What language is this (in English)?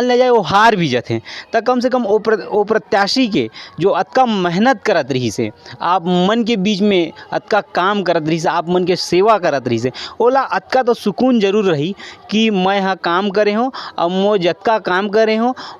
Chhattisgarhi